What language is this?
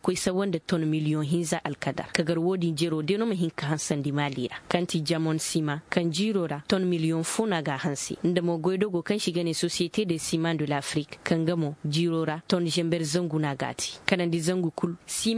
Koyraboro Senni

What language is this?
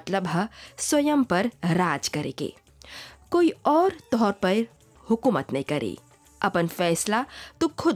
Bhojpuri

